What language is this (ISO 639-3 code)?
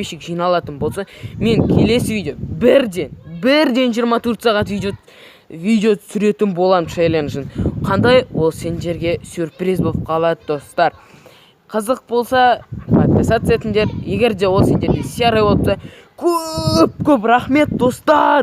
kaz